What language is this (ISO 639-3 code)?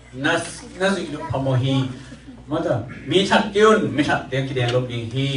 ctd